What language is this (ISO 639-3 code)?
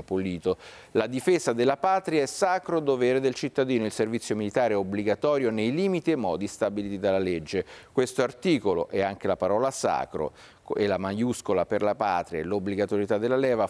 ita